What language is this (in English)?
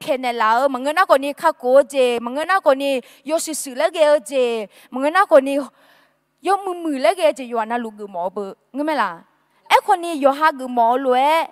Akha